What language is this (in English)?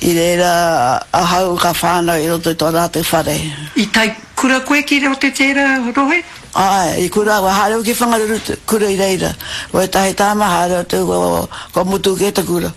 Māori